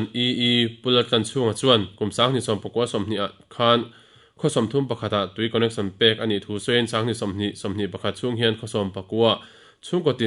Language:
Mizo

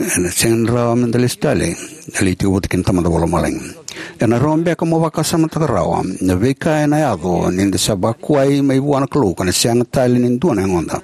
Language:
Fijian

